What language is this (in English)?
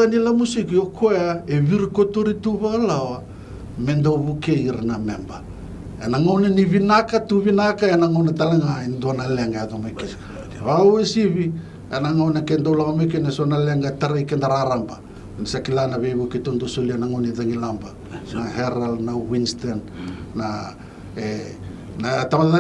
Fijian